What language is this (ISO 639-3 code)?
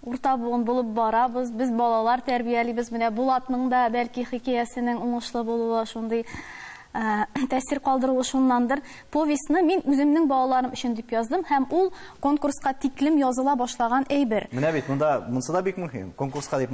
tat